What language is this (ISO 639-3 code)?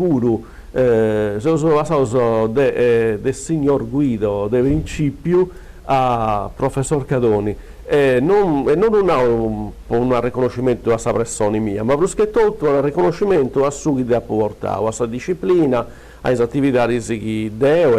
srd